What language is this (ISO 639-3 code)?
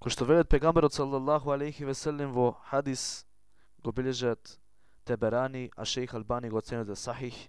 mkd